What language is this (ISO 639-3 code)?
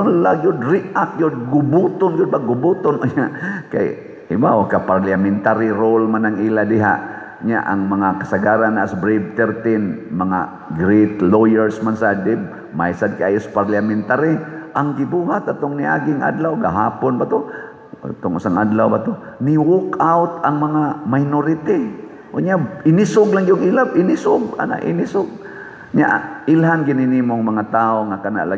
ceb